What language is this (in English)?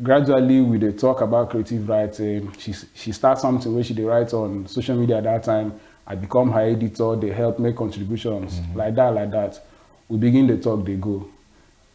Nigerian Pidgin